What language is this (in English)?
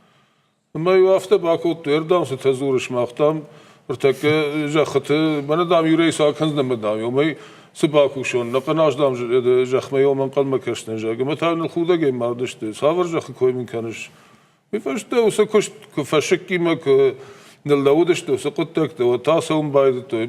Ossetic